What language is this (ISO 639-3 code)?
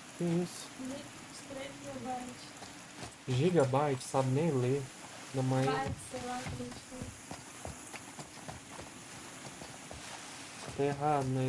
por